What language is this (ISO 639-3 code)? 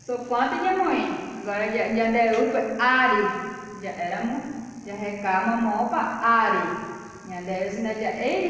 grn